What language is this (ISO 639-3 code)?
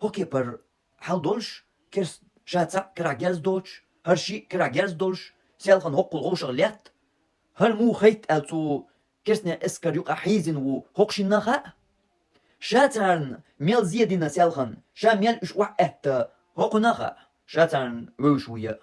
che